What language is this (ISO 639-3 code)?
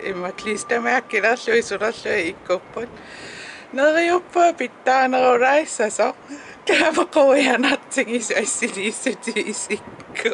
kal